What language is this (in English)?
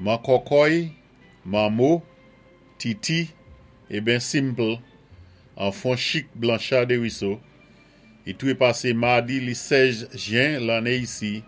Saint Lucian Creole French